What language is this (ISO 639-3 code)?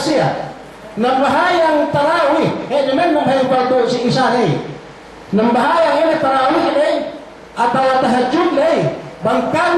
yka